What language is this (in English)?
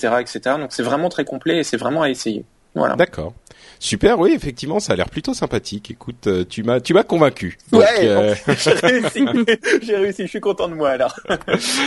French